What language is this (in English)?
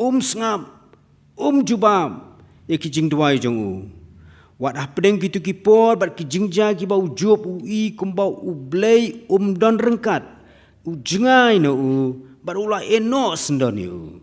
Khasi